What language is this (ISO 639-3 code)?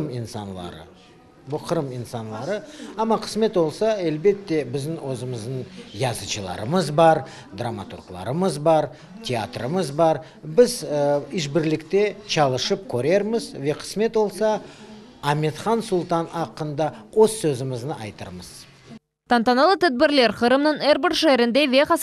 crh